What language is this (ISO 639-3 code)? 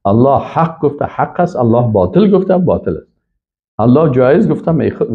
fas